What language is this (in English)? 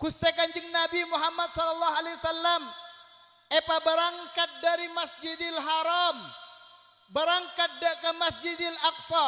Madurese